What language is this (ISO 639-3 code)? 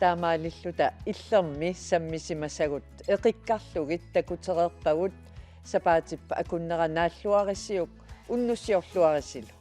kal